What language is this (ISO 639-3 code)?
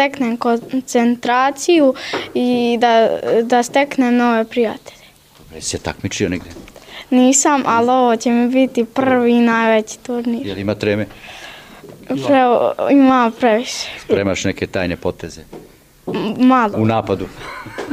srp